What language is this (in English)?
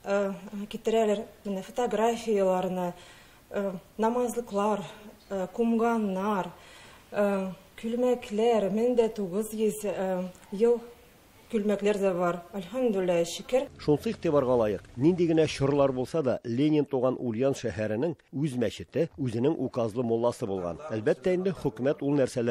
Tatar